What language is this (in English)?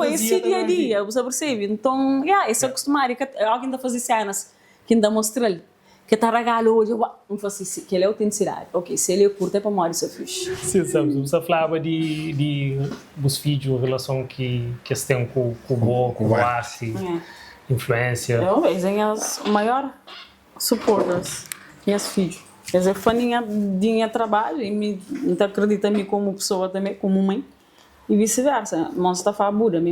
Kabuverdianu